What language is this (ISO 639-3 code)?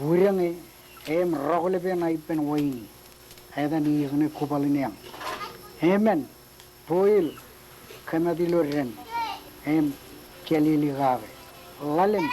mah